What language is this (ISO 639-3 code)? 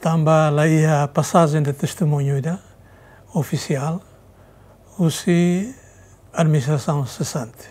tet